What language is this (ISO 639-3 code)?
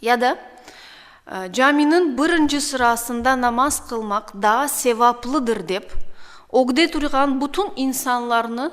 crh